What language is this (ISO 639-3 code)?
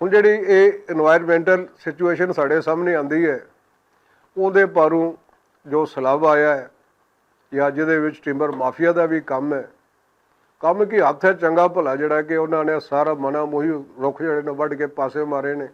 lah